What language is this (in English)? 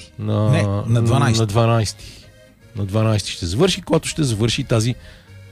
Bulgarian